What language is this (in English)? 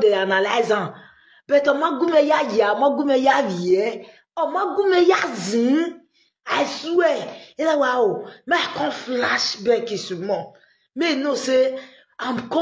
Nigerian Pidgin